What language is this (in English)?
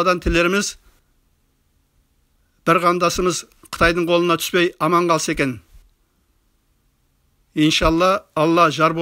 Kazakh